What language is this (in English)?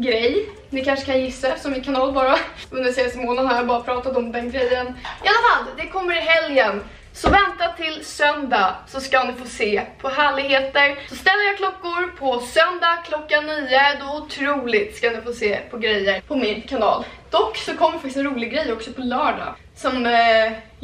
Swedish